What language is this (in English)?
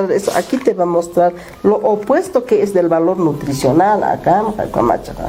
Aymara